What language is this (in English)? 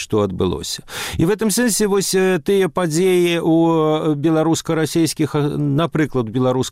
Belarusian